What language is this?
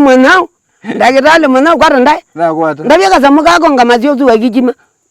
Kamba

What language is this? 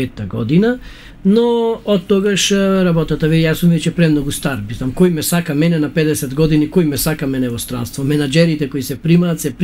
Macedonian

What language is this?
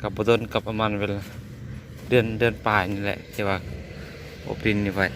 Lao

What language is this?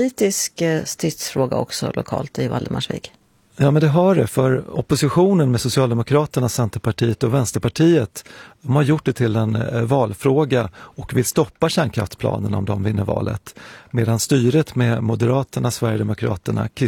Swedish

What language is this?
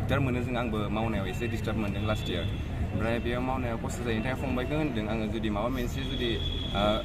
Bodo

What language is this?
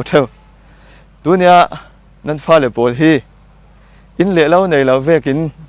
Falam Chin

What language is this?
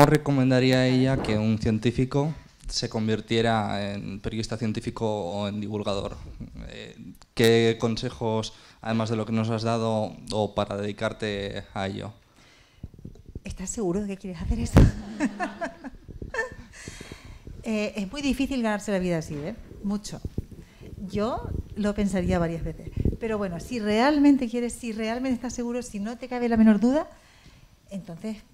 Spanish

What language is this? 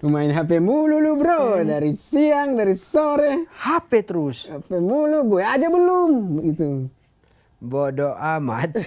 Manado Malay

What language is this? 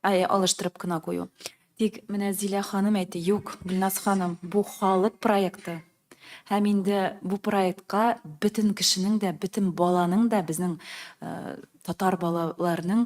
Tatar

